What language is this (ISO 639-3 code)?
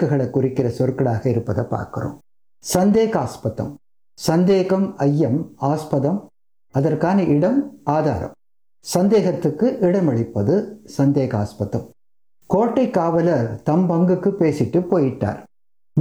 tam